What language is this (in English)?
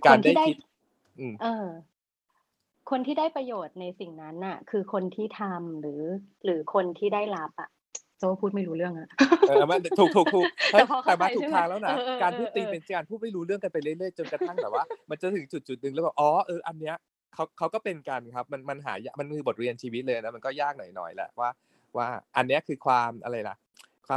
Thai